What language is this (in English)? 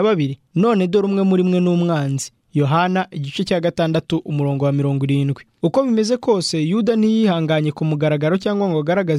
Kinyarwanda